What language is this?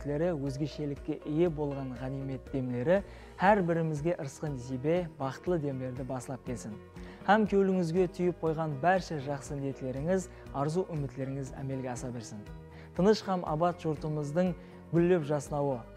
Kara-Kalpak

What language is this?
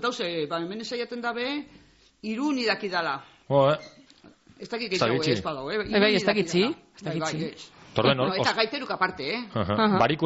Basque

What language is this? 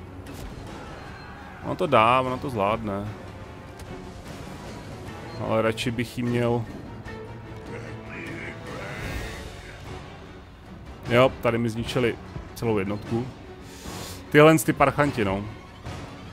Czech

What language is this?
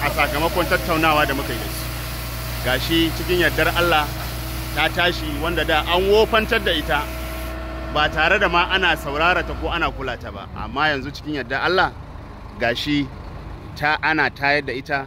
Hausa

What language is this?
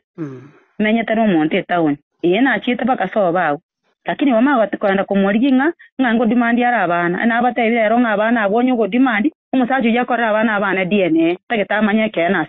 Gusii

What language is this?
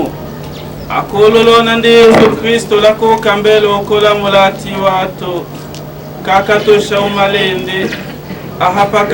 Tetela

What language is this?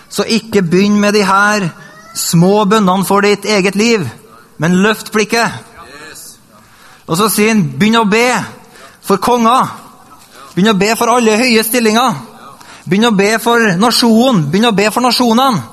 Norwegian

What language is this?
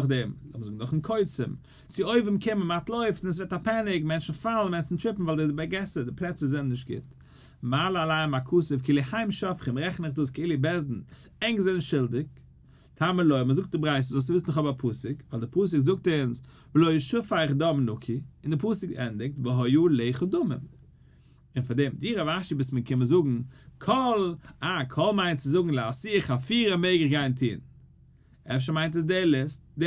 Yiddish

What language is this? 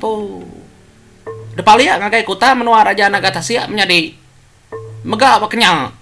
Iban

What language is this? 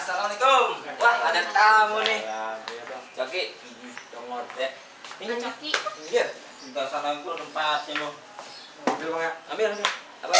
Betawi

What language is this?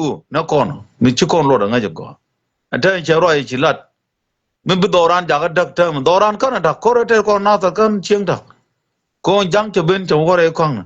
Nuer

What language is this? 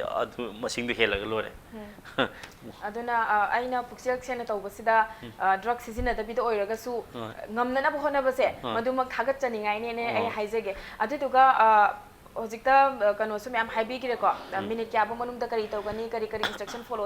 Manipuri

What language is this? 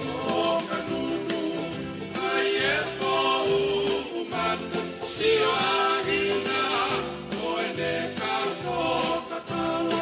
Tongan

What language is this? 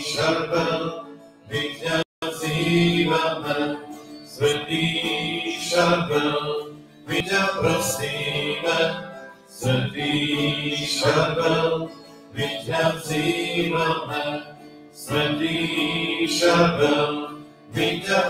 Slovak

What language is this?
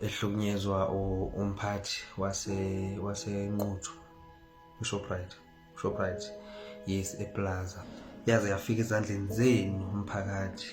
Zulu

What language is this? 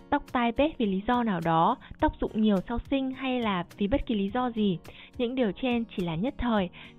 Vietnamese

